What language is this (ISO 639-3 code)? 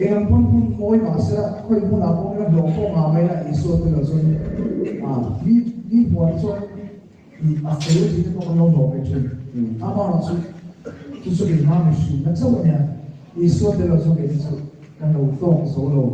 lus